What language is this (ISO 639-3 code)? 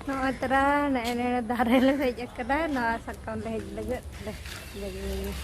sat